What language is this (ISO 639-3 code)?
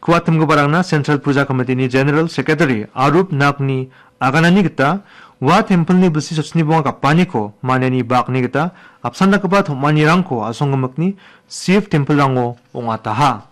grt